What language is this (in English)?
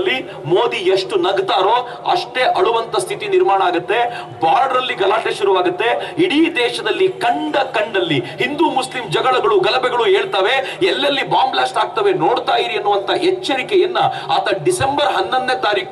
Kannada